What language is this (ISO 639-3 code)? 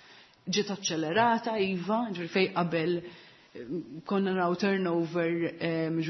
mlt